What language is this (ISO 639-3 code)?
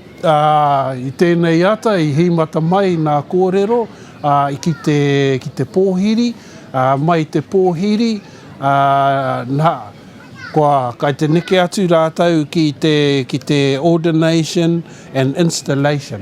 mri